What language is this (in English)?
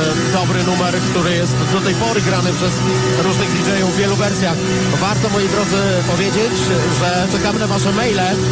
Polish